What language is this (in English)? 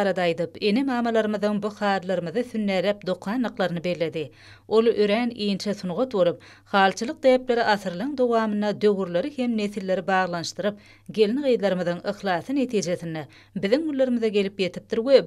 Turkmen